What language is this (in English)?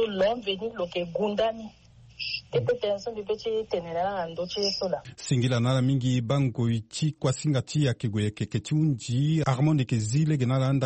Sango